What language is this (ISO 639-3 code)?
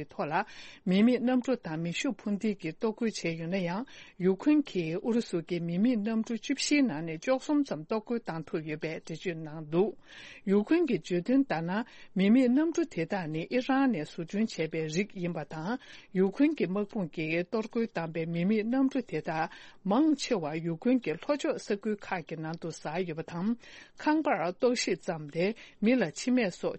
bod